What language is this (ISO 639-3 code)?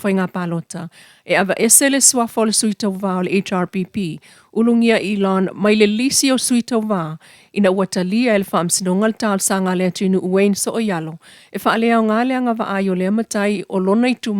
smo